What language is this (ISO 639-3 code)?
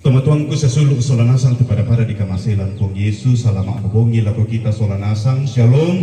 sda